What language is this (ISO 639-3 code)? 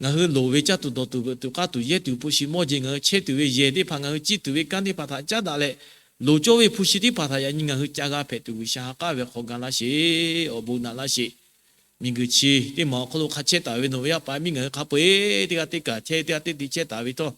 lhu